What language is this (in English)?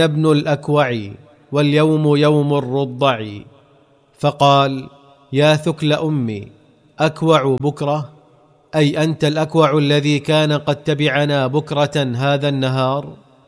Arabic